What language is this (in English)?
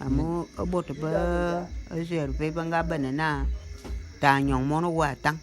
Bulu